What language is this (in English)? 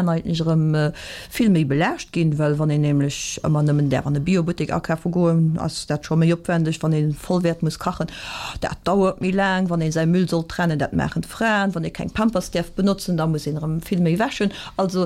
Luxembourgish